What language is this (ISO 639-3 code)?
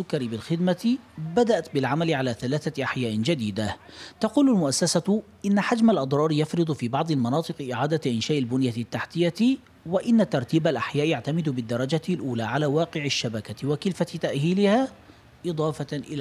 ara